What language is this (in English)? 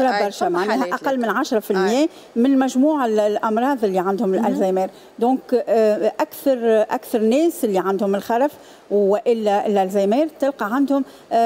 Tunisian Arabic